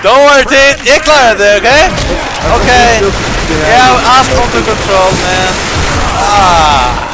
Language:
Faroese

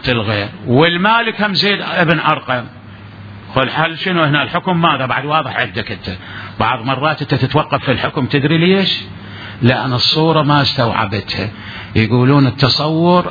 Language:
Mesopotamian Arabic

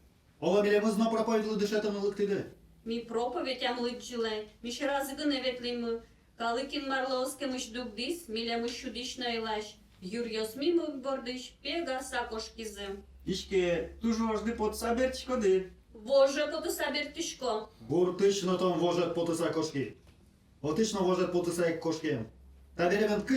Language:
Udmurt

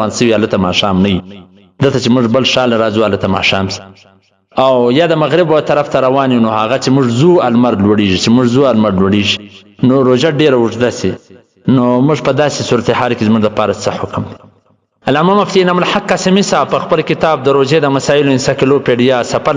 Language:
Pashto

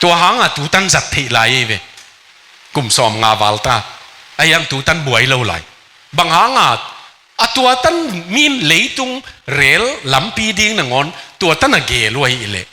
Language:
Tedim Chin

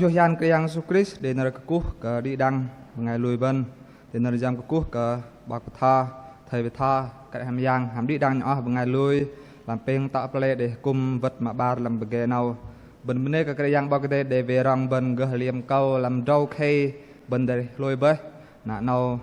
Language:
Bahnar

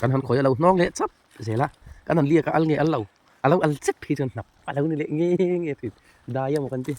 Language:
Mizo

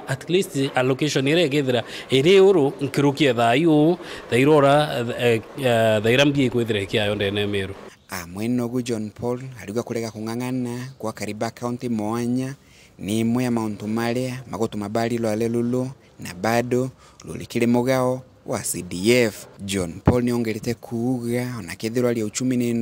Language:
Meru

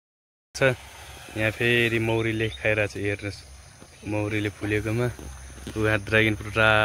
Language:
Nepali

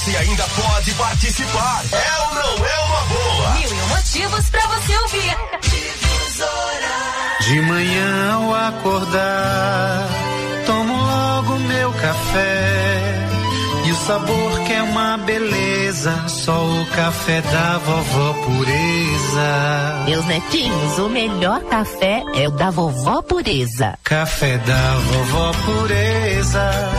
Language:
Portuguese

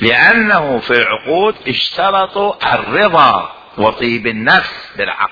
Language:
Mesopotamian Arabic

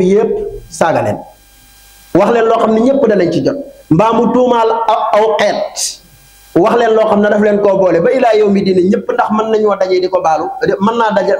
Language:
Wolof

